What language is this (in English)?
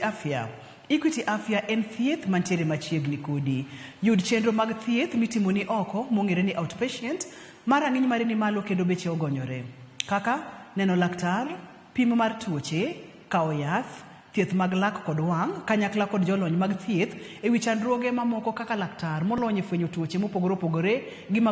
Luo (Kenya and Tanzania)